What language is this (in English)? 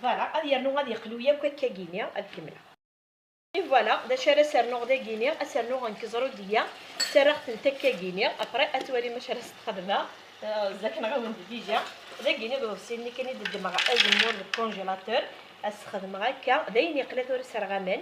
Kabyle